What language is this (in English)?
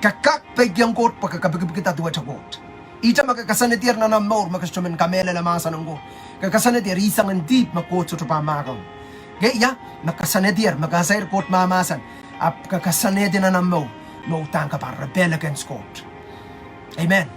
Pohnpeian